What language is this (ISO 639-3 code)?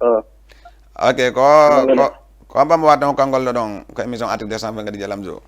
ful